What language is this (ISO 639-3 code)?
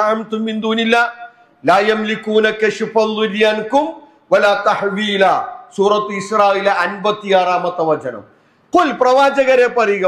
mal